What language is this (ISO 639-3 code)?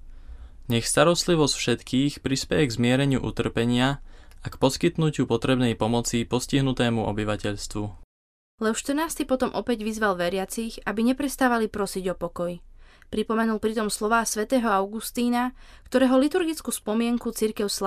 slk